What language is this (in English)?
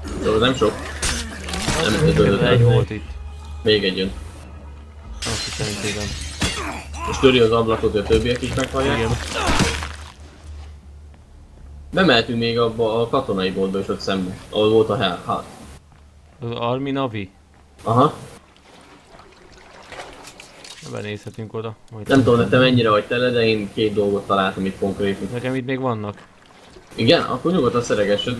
Hungarian